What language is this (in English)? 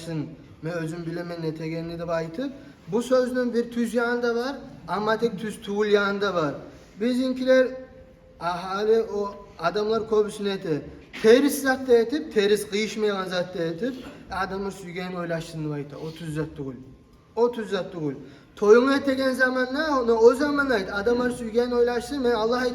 Kumyk